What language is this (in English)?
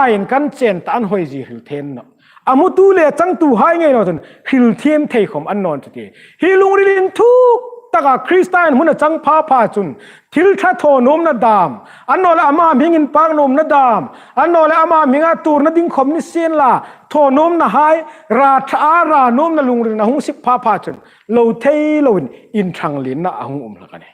Hmar